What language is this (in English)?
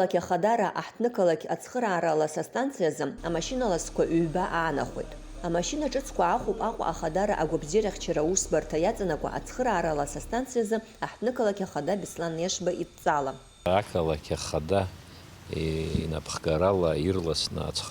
Abkhazian